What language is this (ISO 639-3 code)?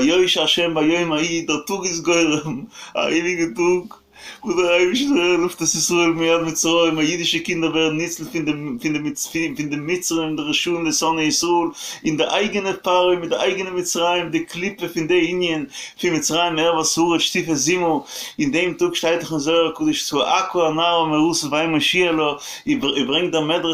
yid